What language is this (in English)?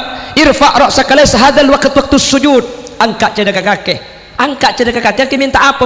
Madurese